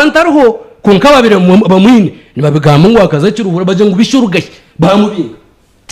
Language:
Nyankole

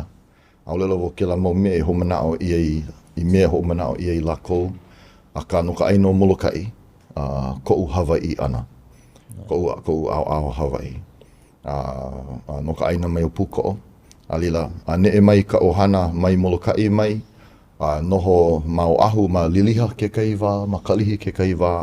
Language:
Hawaiian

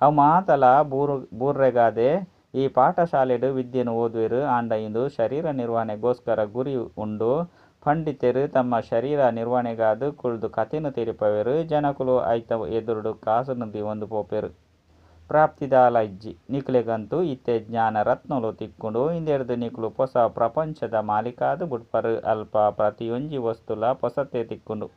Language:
Tulu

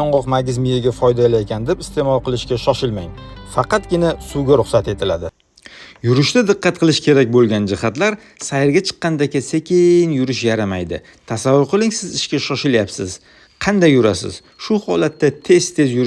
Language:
Uzbek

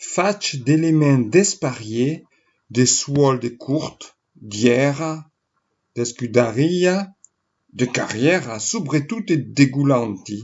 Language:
Occitan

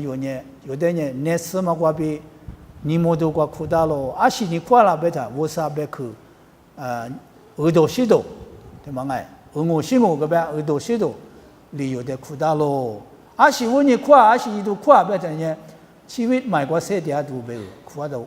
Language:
Lisu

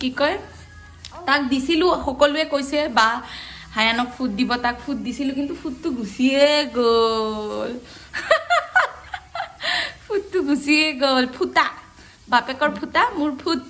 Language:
Assamese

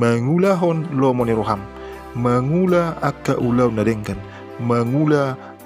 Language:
Batak Toba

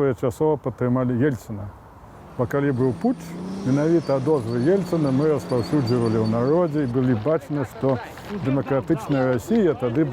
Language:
Belarusian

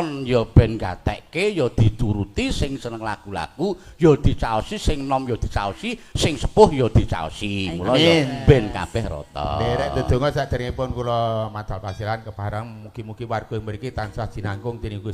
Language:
Javanese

